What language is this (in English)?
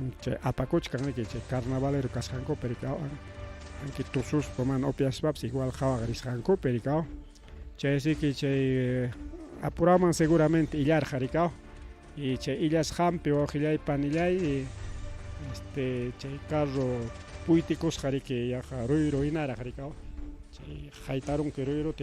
Ayacucho Quechua